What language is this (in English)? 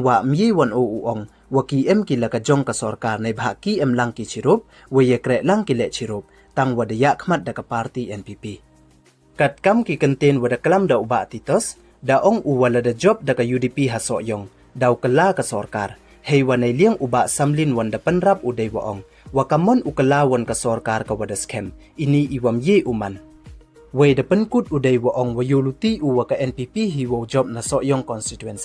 Pnar